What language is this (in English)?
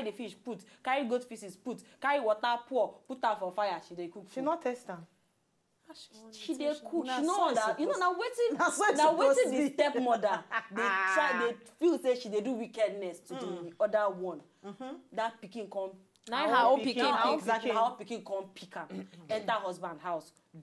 Nigerian Pidgin